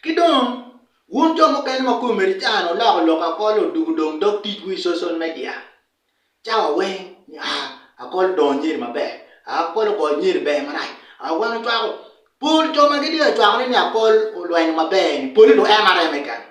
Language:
Acoli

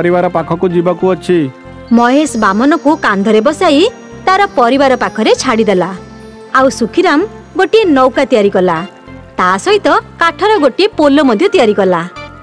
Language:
Odia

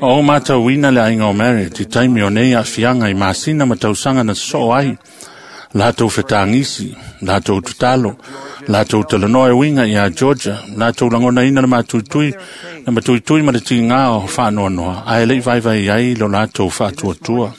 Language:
Samoan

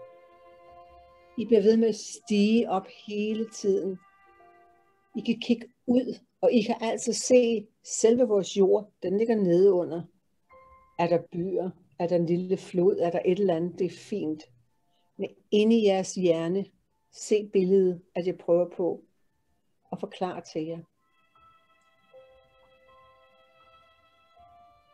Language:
Danish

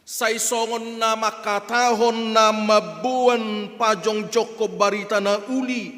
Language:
Batak Toba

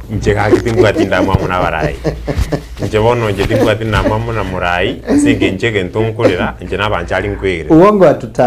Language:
Gusii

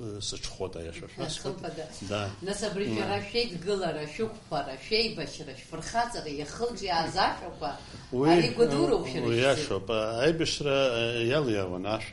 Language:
Abkhazian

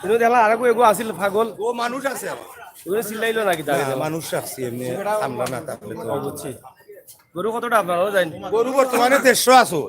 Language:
Sylheti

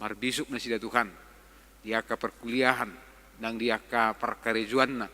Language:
Batak Toba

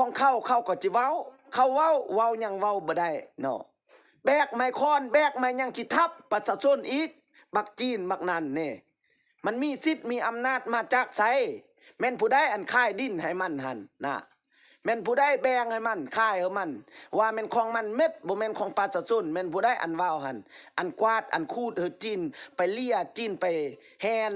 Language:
Lao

